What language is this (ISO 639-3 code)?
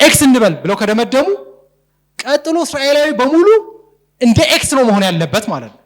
amh